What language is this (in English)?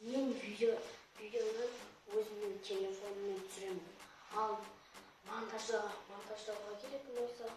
Kazakh